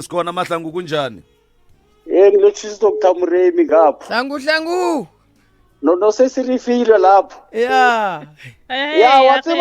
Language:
Northern Sotho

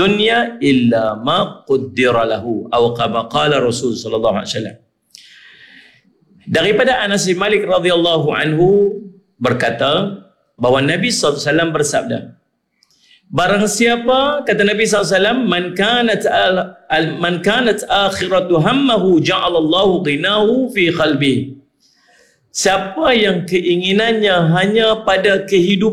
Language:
Malay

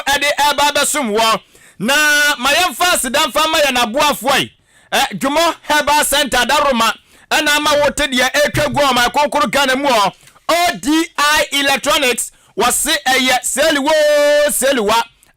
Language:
Akan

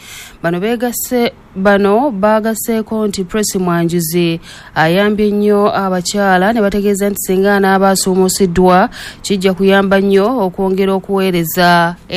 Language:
Ganda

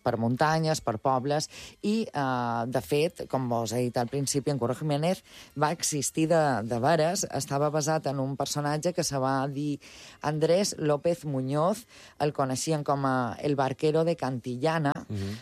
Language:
Catalan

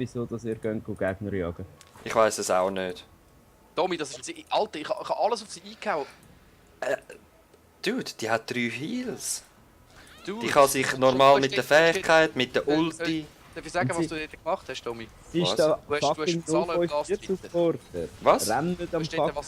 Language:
Swiss German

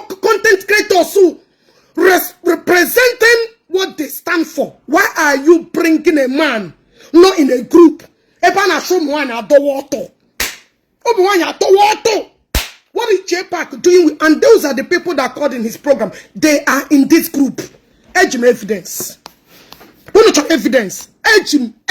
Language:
Igbo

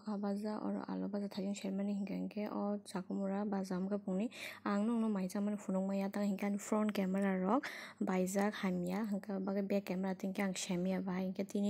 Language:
Kok Borok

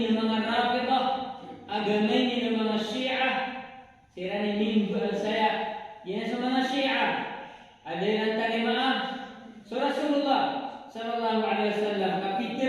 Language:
Maranao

